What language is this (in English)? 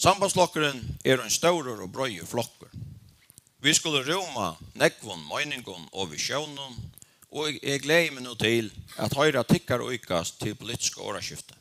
Faroese